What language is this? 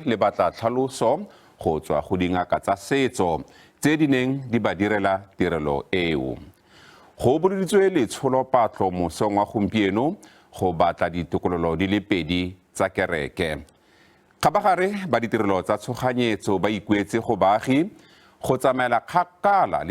Tswana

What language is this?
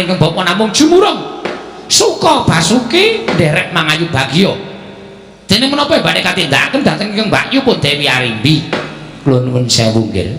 Javanese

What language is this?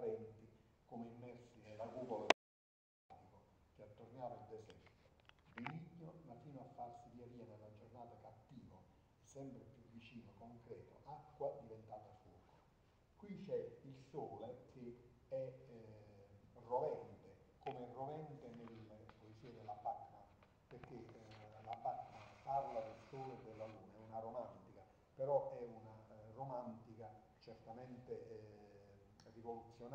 Italian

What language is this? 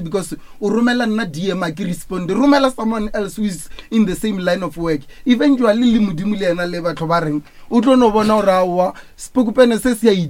Northern Sotho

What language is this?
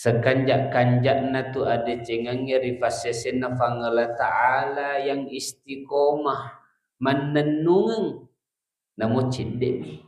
Buginese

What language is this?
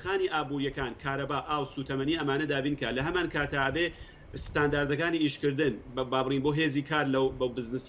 Central Kurdish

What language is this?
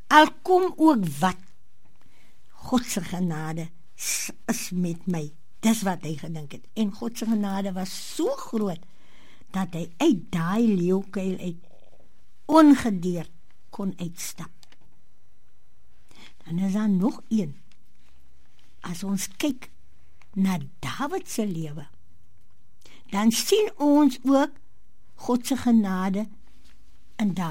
Afrikaans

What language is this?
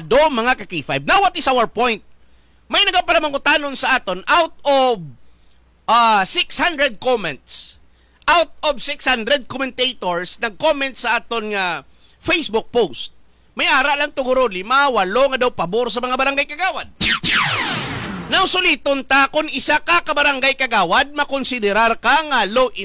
Hiligaynon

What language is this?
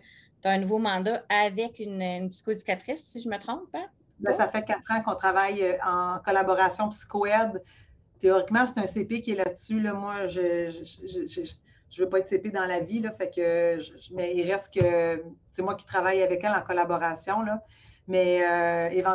French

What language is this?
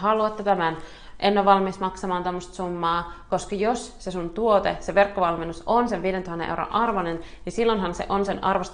Finnish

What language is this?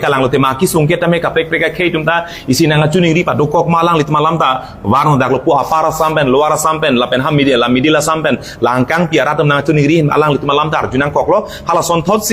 Karbi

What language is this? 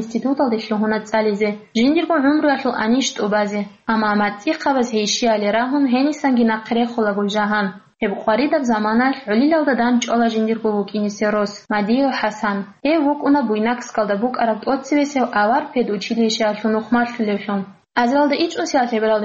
Avaric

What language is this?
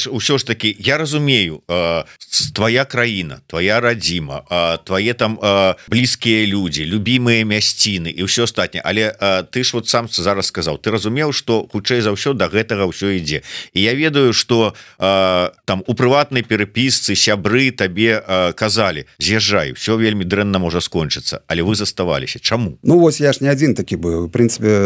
Belarusian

